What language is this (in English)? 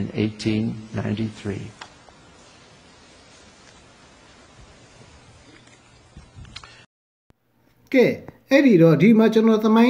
Burmese